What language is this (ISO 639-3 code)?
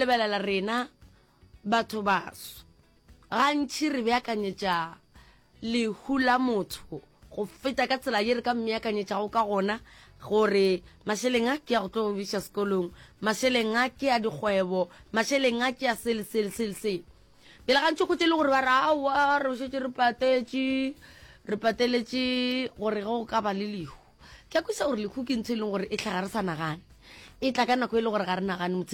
nso